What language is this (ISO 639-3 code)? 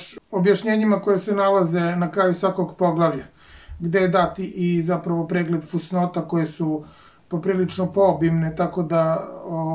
srp